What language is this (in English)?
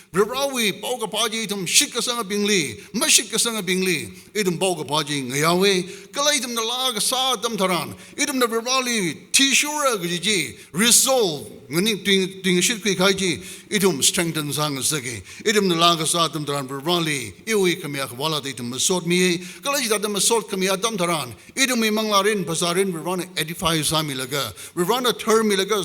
Tangkhul Naga (India)